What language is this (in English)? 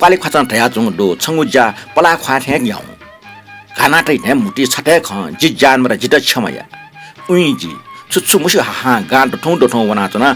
Newari